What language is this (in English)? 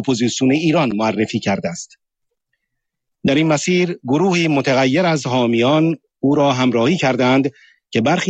Persian